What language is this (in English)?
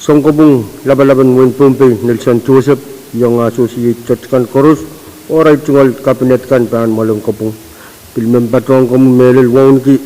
Pohnpeian